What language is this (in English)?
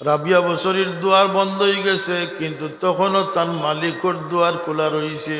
Sylheti